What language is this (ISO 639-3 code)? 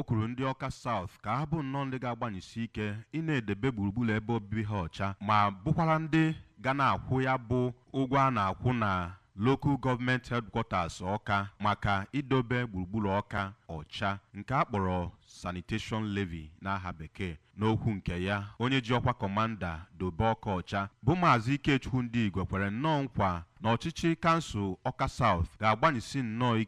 ibo